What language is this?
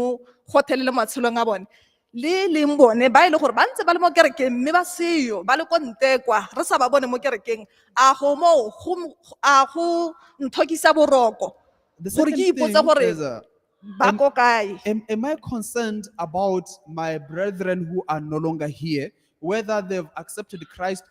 Tswana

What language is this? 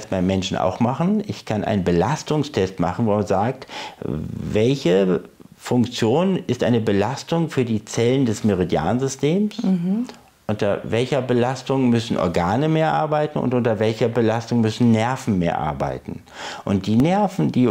German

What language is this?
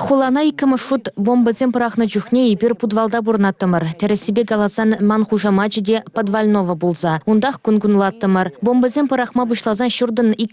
Chuvash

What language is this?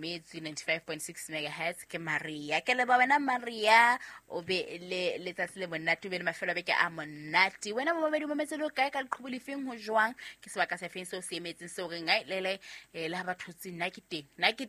Southern Sotho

